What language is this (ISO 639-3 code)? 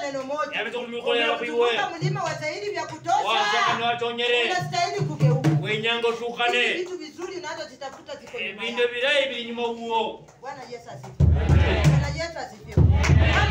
swa